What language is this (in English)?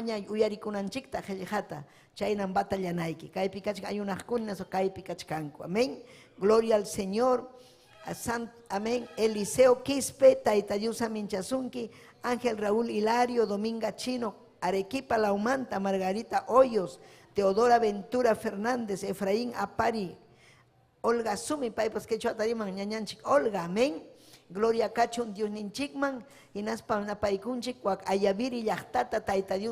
Ayacucho Quechua